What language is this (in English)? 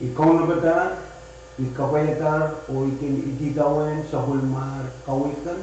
Pohnpeian